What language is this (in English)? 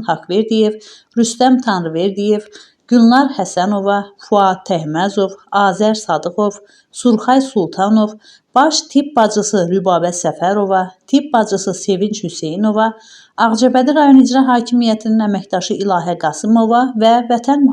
Azerbaijani